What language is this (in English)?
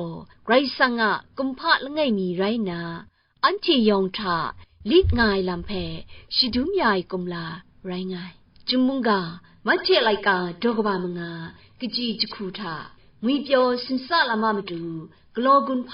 Kachin